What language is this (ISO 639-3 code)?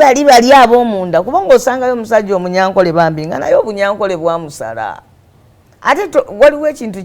lug